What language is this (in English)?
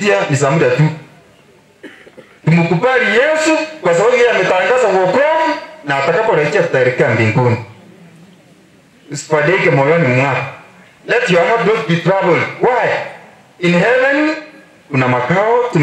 Swahili